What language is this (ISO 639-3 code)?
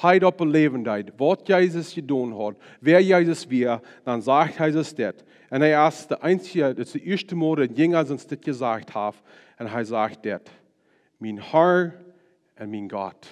pdt